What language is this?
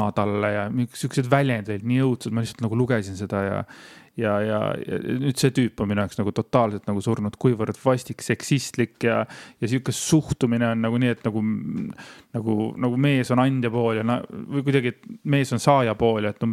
Estonian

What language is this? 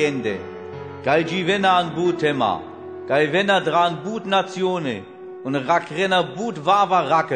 Romanian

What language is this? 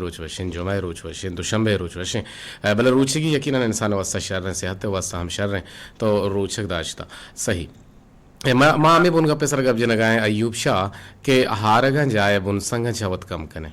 Eastern Balochi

